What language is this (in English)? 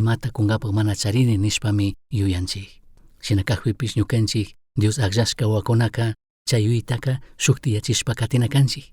Chimborazo Highland Quichua